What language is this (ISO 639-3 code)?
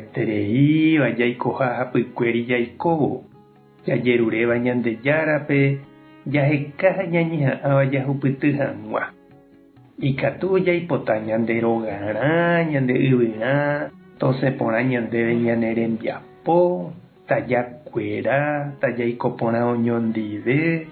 grn